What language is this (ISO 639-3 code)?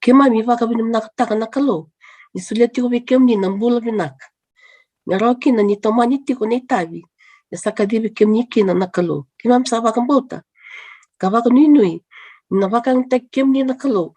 fij